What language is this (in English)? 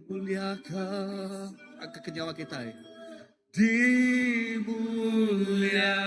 Iban